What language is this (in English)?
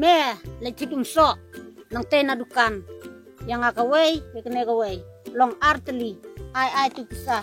Khasi